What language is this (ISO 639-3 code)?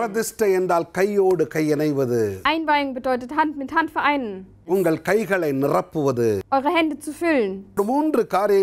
tam